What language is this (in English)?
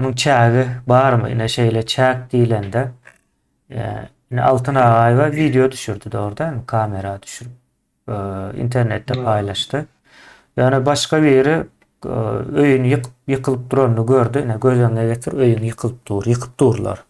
Turkmen